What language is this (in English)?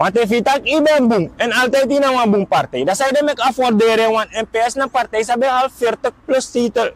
Sranan Tongo